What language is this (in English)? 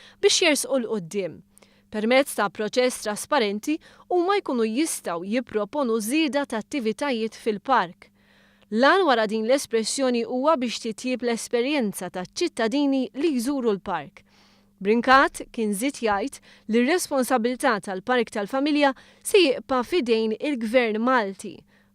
Maltese